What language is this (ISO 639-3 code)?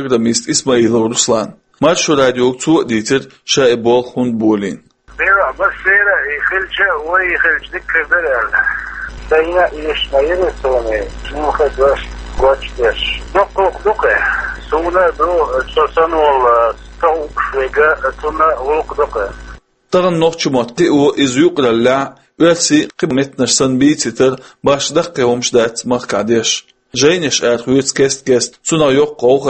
che